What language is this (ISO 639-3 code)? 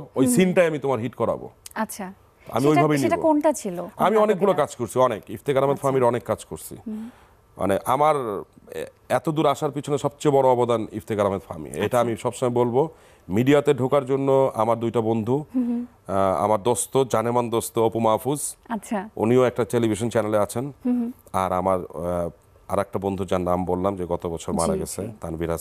ben